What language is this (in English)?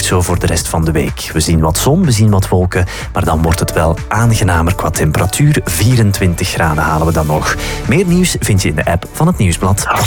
Dutch